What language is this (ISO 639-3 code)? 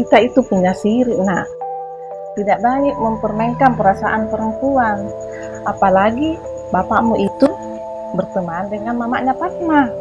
mfp